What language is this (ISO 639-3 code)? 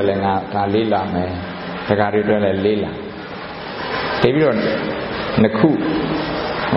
mya